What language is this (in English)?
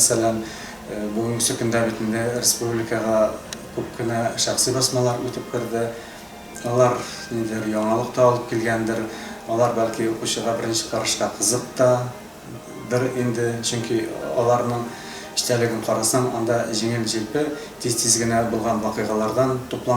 Tatar